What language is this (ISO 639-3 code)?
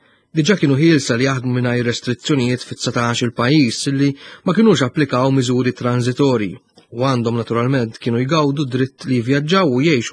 mlt